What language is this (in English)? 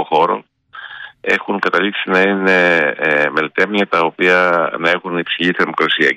Greek